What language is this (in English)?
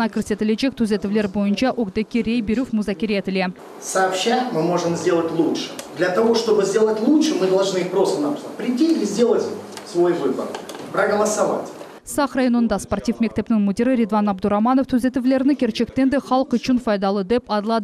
Crimean Tatar